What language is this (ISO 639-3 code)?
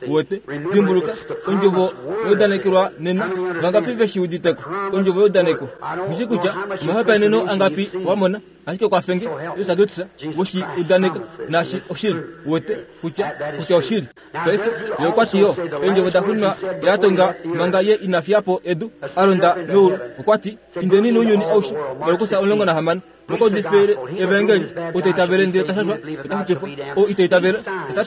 kua